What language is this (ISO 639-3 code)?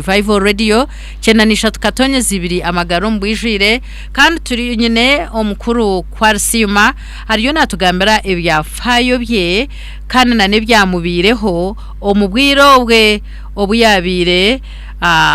nyn